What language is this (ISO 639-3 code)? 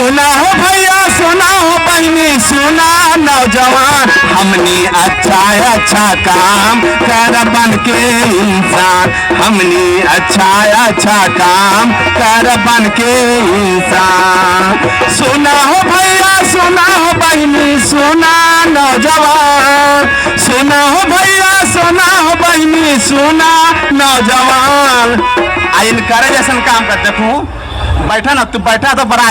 mag